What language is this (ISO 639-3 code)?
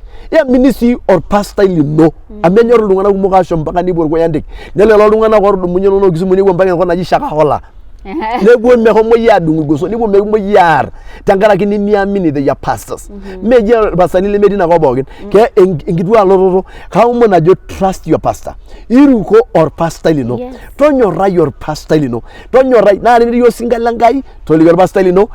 mas